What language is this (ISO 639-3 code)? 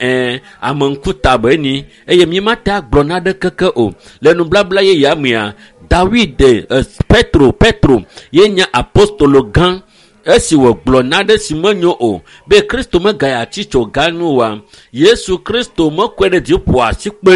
ewe